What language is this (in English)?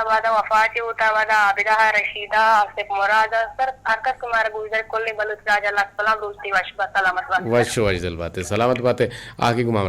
Eastern Balochi